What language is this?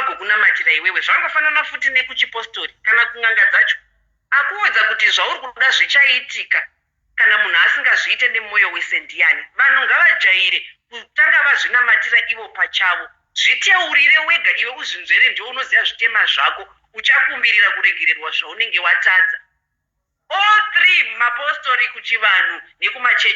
Shona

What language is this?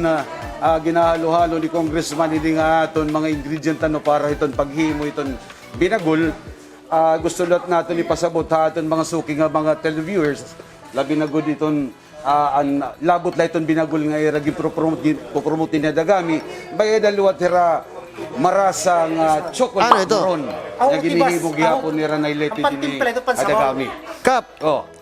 Waray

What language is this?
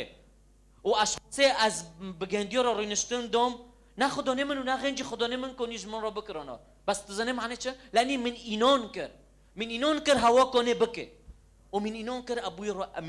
Kurdish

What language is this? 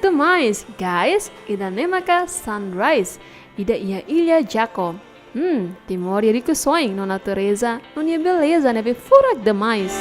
Tetum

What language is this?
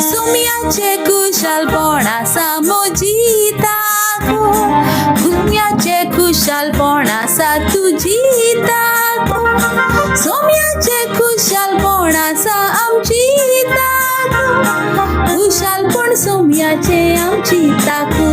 Konkani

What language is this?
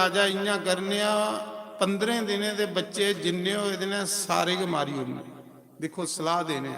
Dogri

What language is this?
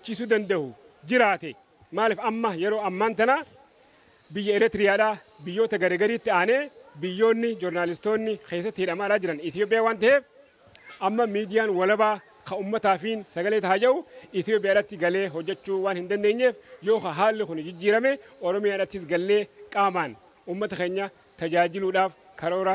Oromo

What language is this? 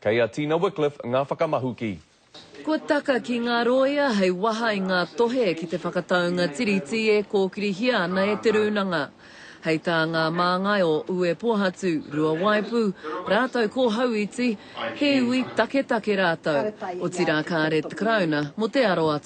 Māori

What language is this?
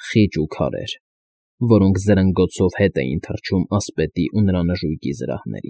Armenian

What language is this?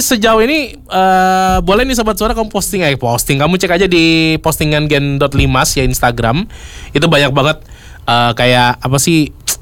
Indonesian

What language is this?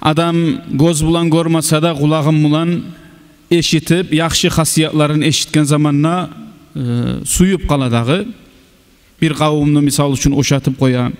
Kumyk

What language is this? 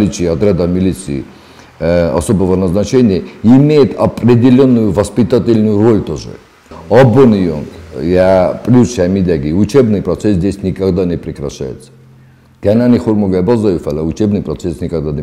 Ossetic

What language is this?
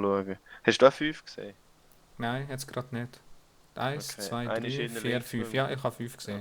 Swiss German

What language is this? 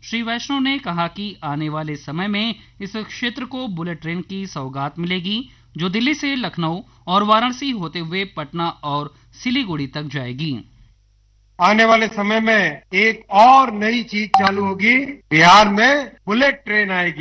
Hindi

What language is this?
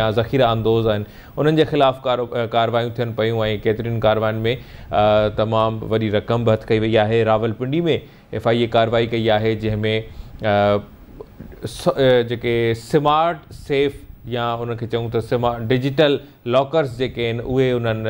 Sindhi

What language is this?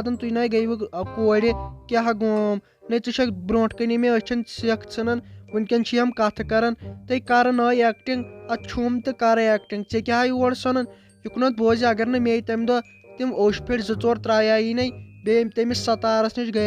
Kashmiri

